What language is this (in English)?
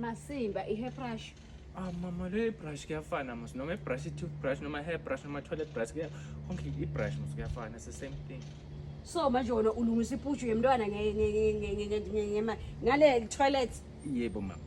Zulu